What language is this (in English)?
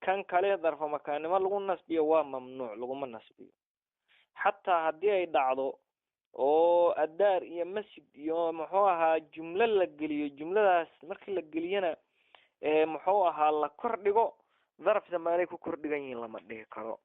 Somali